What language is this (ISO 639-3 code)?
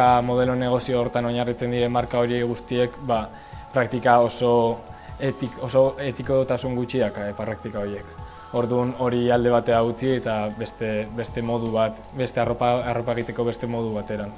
eus